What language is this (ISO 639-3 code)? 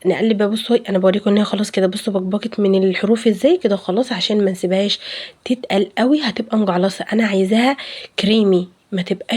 arz